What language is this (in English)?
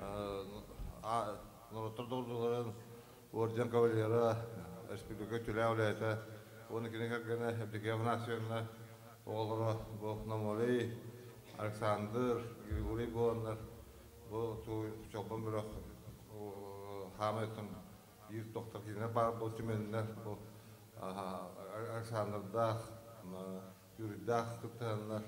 Yakut